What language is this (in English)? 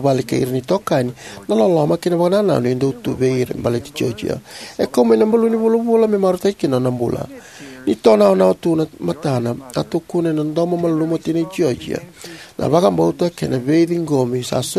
Fijian